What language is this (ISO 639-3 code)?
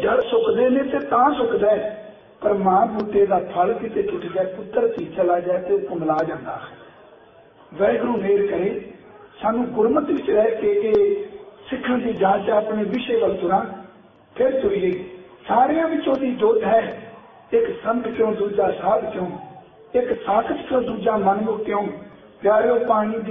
pan